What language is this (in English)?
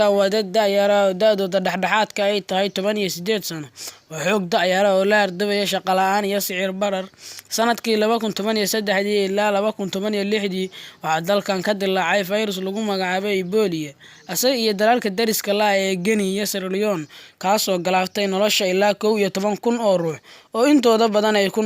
Somali